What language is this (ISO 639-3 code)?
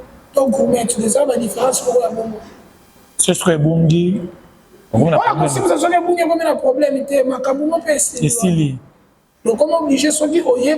lin